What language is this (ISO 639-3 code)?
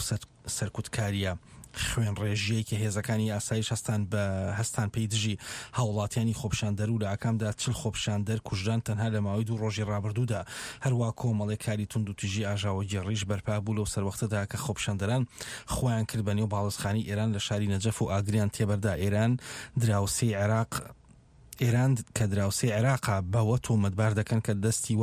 ckb